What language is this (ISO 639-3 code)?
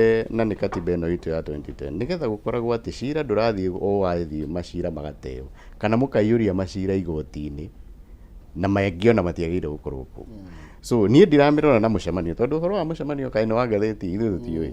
kik